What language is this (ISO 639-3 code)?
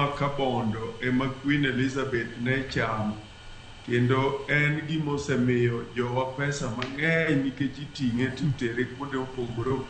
luo